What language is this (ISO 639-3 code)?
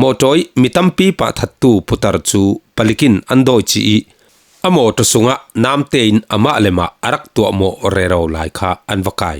cfm